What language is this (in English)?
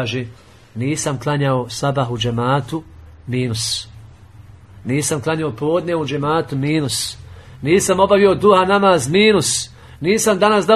Bosnian